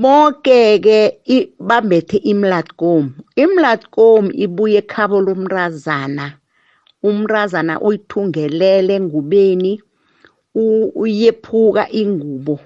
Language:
South Ndebele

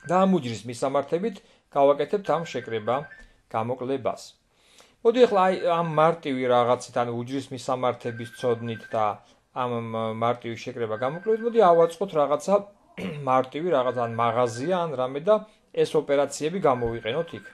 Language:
Georgian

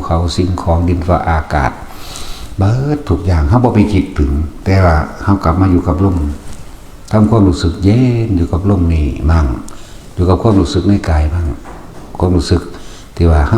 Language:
Northeastern Thai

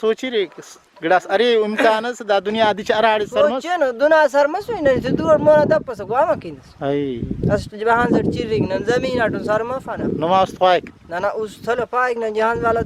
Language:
Brahui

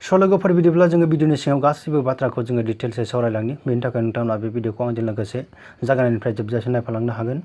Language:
Bodo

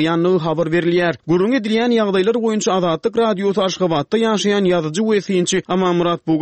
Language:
Turkmen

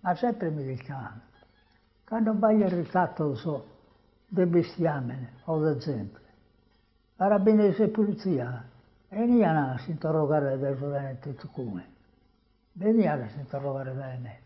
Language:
Sardinian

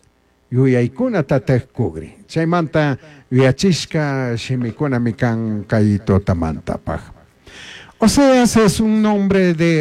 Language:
Chimborazo Highland Quichua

